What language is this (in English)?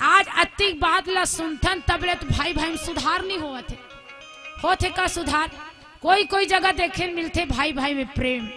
Chhattisgarhi